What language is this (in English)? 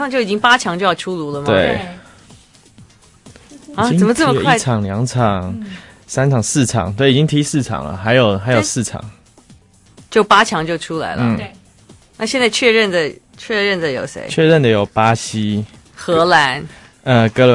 Chinese